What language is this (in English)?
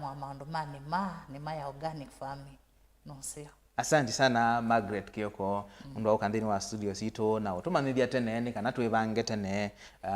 Kamba